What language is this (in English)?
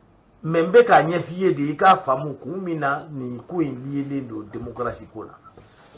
Bambara